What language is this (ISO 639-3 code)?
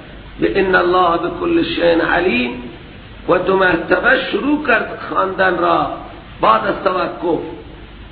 fas